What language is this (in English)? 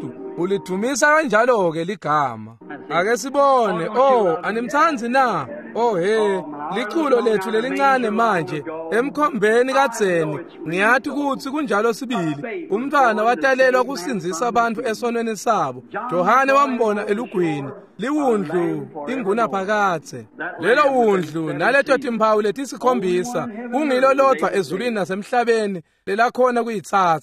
Swati